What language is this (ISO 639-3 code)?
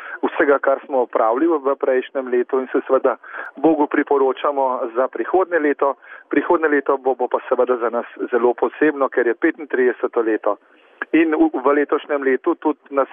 slv